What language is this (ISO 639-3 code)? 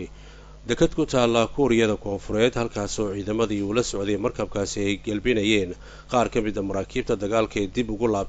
som